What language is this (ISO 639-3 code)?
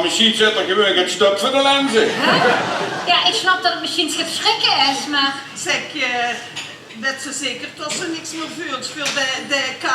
lim